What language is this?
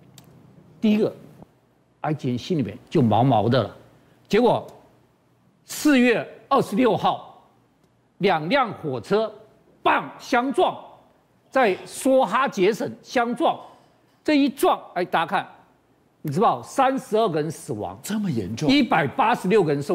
Chinese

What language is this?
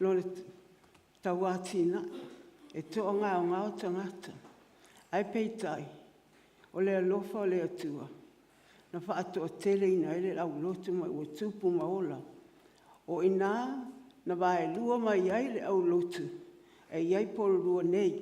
Samoan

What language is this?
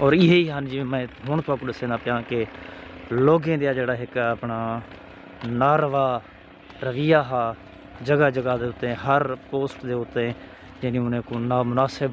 Saraiki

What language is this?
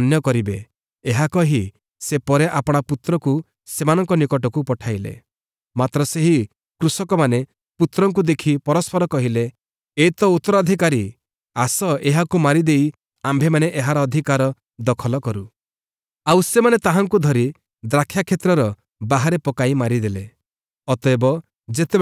Odia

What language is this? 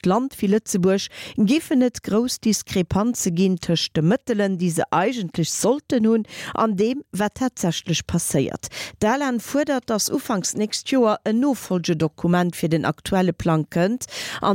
Luxembourgish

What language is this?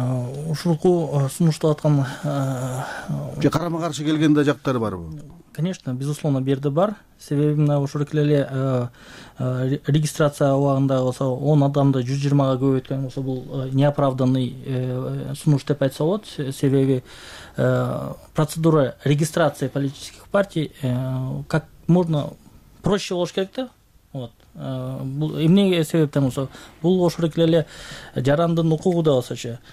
Kyrgyz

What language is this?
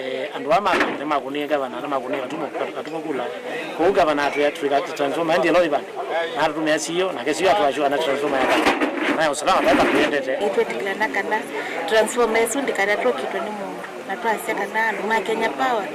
Kamba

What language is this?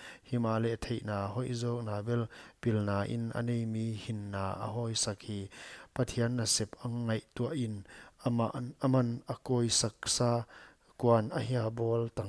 Paite Chin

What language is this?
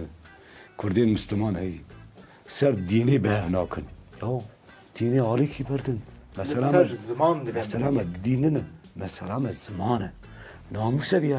Kurdish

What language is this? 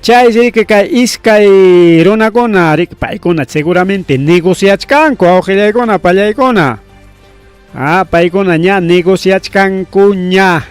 Ayacucho Quechua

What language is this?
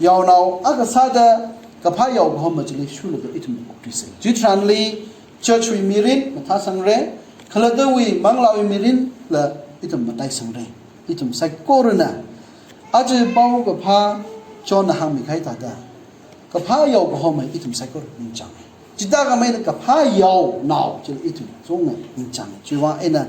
Tangkhul Naga (India)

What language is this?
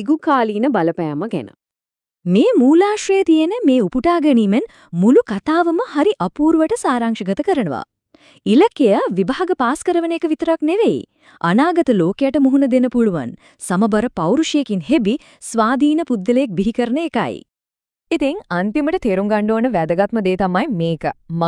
Sinhala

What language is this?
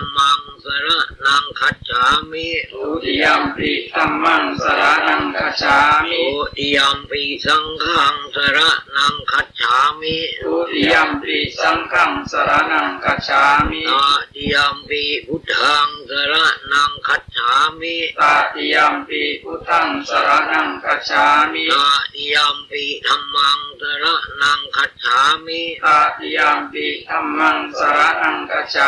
Pali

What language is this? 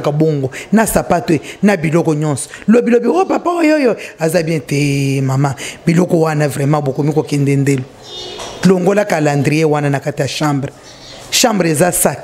Lingala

